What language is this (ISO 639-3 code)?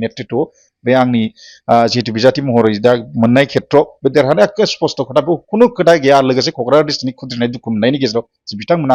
brx